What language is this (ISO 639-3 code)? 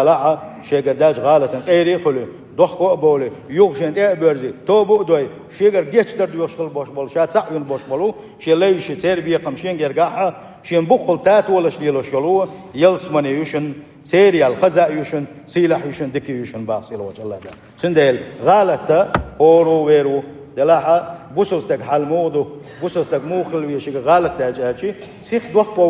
che